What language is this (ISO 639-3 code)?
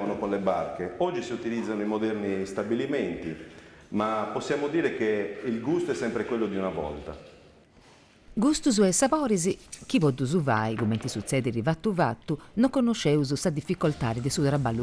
srd